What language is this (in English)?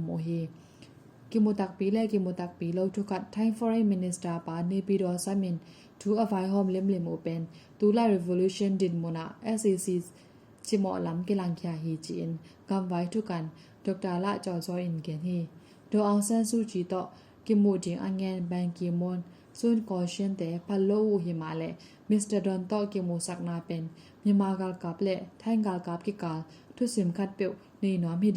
Tedim Chin